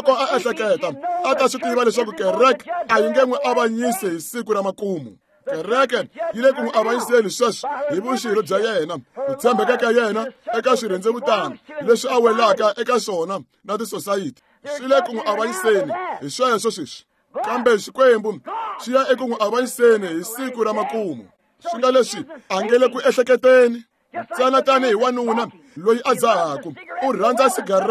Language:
Tsonga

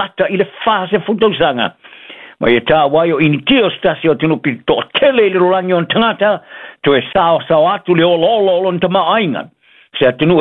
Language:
Samoan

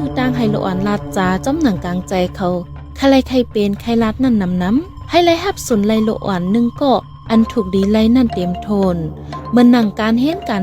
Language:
Shan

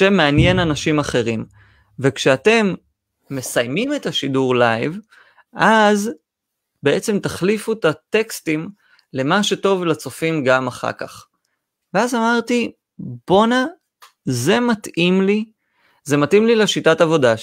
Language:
Hebrew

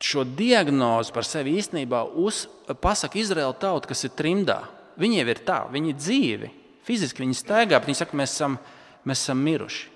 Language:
Latvian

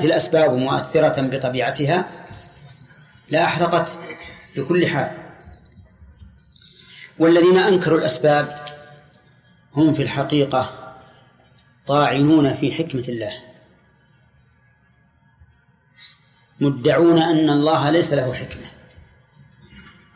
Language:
Arabic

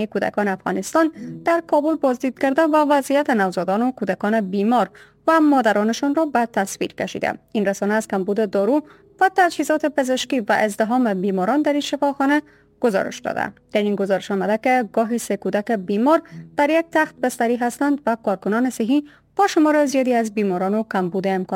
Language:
Persian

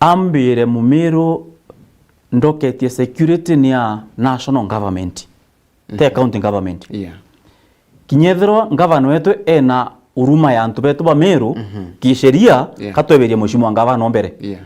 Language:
Meru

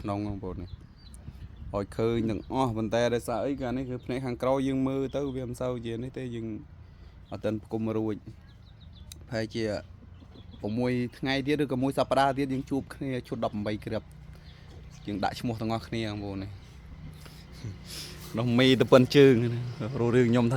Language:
Khmer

